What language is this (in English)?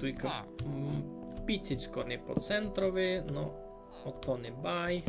Rusyn